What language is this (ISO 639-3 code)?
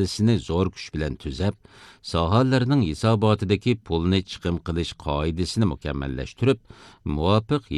uig